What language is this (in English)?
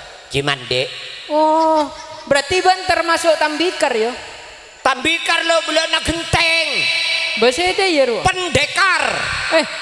Madurese